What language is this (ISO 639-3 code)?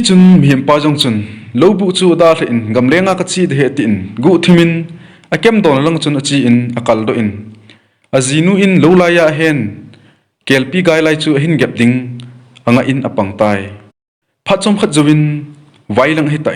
tcz